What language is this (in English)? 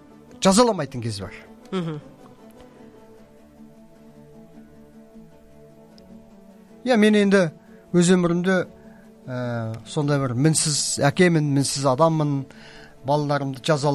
Kazakh